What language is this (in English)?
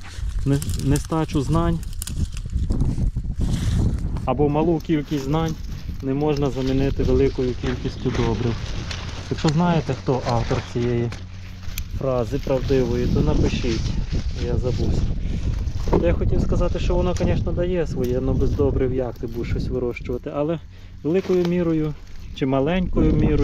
Ukrainian